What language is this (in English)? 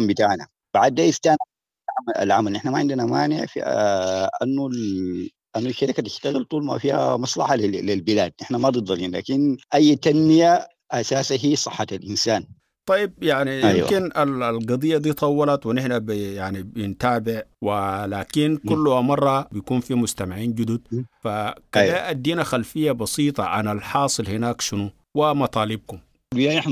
Sudanese Arabic